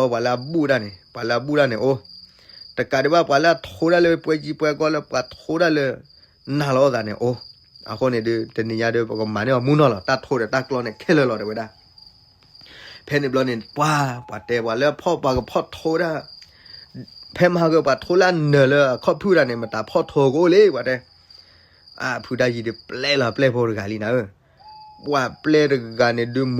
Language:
S'gaw Karen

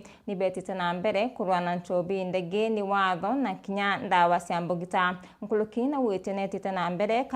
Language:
Meru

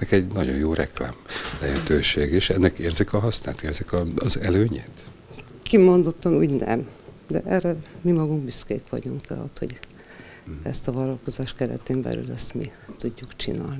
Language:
Hungarian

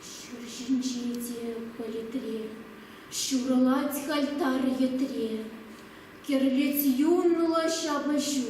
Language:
Chuvash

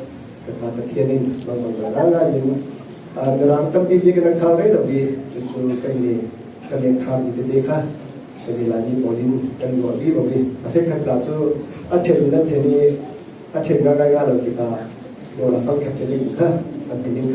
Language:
Falam Chin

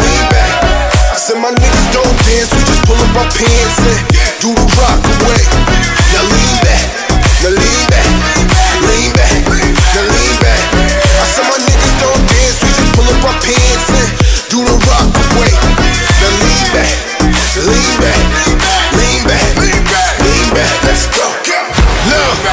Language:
English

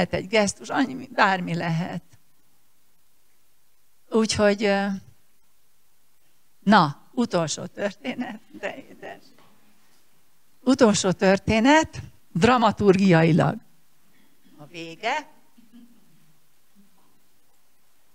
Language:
Hungarian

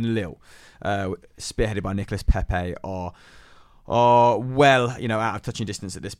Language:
English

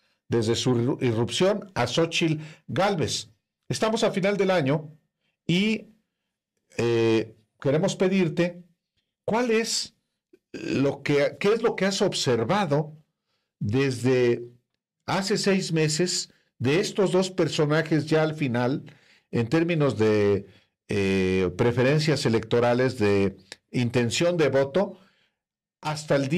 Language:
Spanish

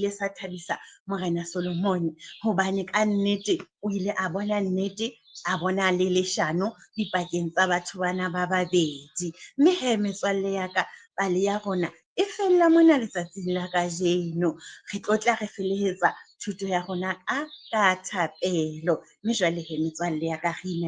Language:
Southern Sotho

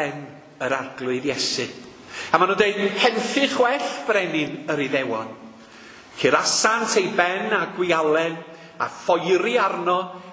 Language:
Welsh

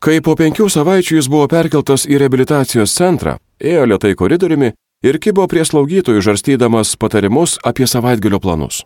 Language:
Lithuanian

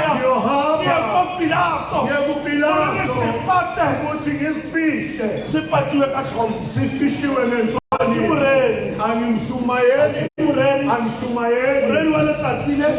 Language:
Tswana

